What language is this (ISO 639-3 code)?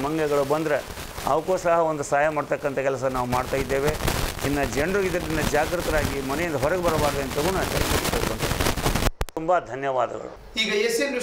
kan